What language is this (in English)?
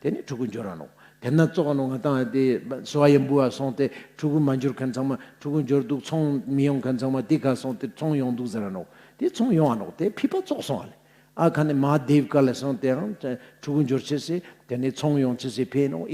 Ladakhi